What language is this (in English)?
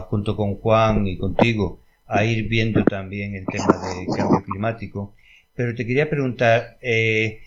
Spanish